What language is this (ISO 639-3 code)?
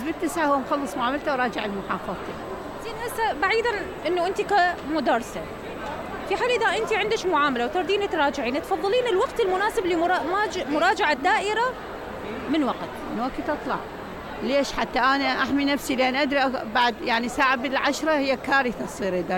acm